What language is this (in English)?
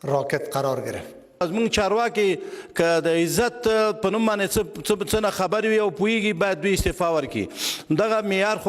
Pashto